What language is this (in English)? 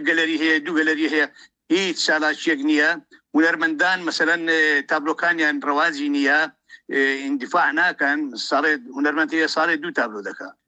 Central Kurdish